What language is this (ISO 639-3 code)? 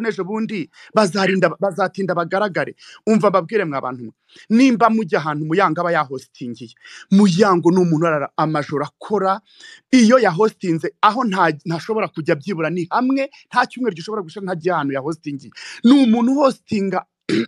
kin